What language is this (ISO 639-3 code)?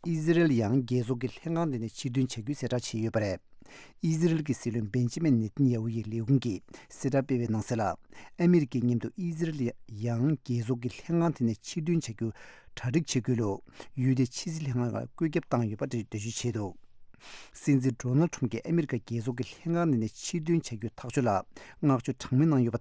bod